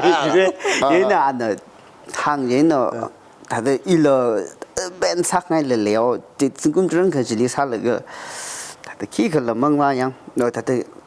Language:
Tangkhul Naga (India)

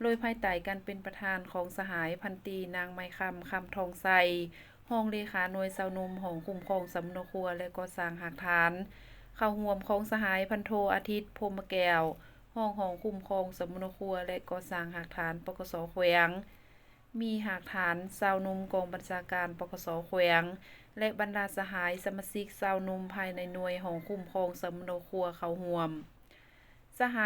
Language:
Lao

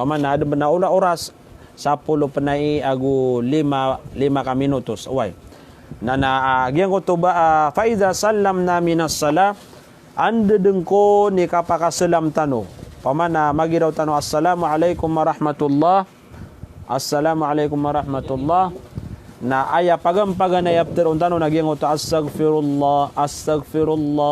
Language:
Maranao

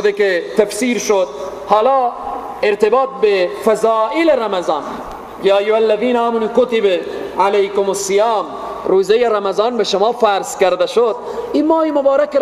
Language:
Persian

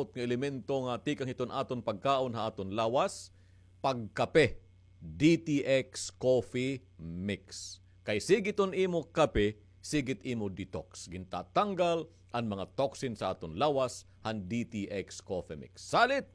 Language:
Waray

